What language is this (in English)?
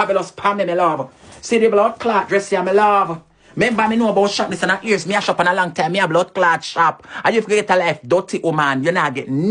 Jamaican Creole English